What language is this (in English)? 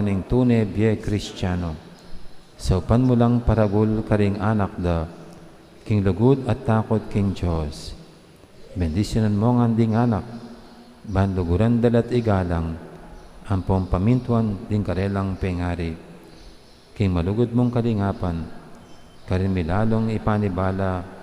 Pampanga